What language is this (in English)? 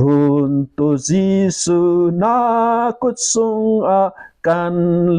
Falam Chin